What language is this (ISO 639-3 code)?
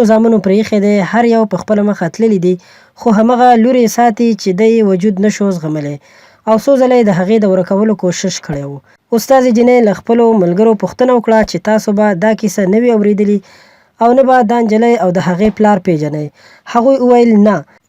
pus